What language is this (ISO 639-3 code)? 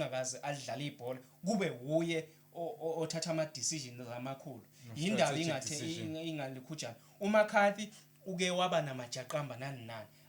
zul